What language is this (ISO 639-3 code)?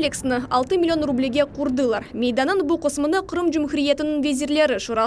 crh